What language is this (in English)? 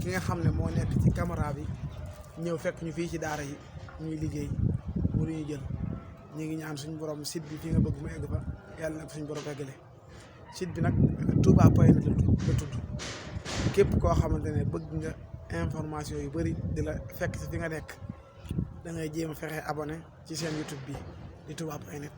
Wolof